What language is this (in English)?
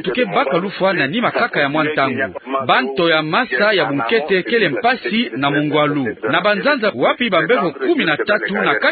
Kituba (Democratic Republic of Congo)